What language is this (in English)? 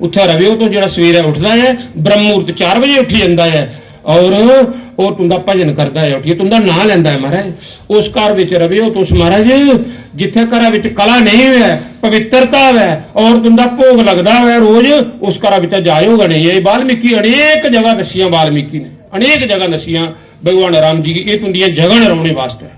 Dogri